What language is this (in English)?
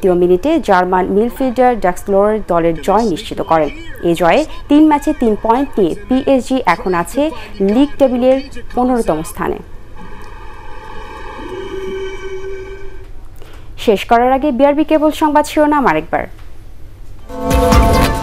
Bangla